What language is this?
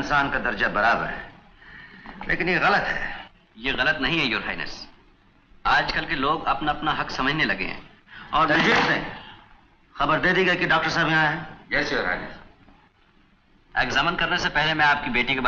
Hindi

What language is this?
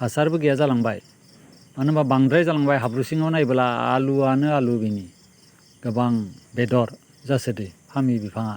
Bodo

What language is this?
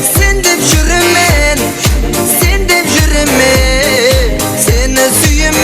Kara-Kalpak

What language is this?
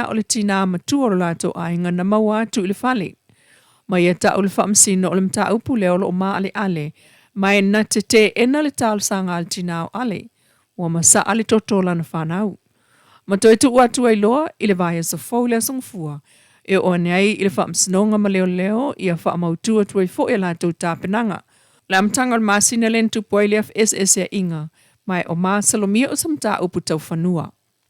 Samoan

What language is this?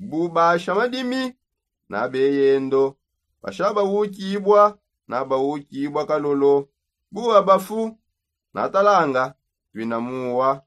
Songe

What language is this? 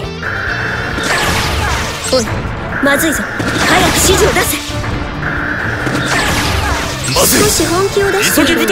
Japanese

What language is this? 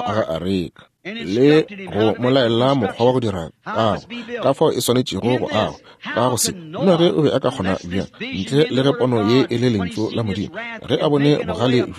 Northern Sotho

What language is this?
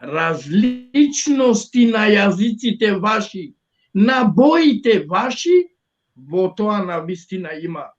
Balkan Romani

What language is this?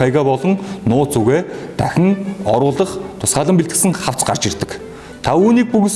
Mongolian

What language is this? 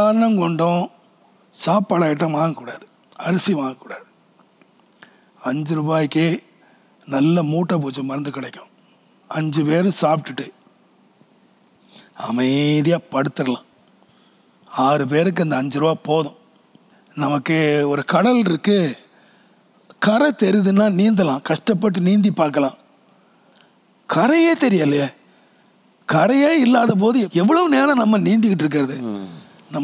Tamil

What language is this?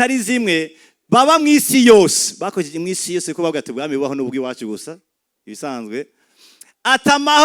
Rundi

